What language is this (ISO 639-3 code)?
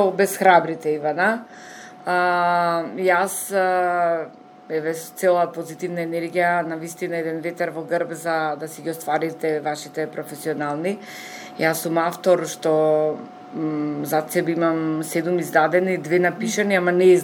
mkd